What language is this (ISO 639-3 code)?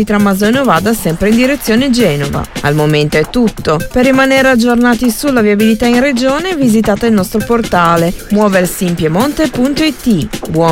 ita